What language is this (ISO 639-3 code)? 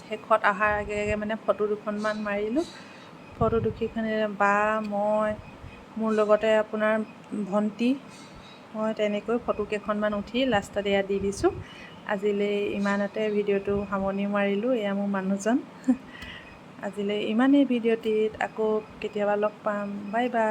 asm